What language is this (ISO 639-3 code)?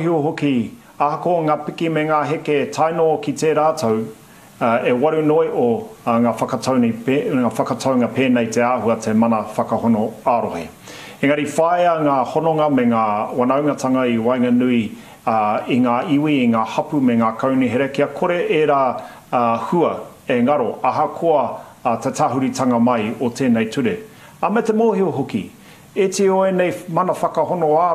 mri